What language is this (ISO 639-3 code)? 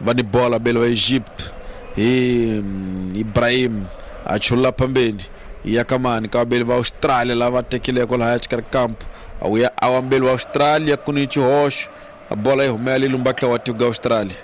tso